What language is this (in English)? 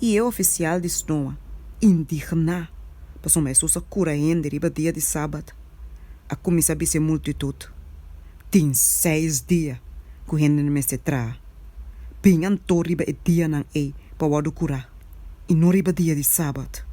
Papiamento